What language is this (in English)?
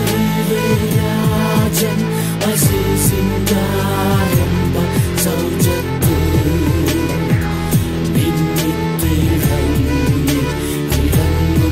Malayalam